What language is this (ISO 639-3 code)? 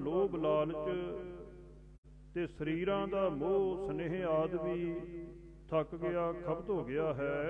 pan